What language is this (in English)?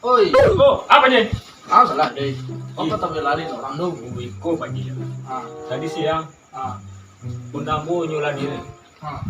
Minangkabau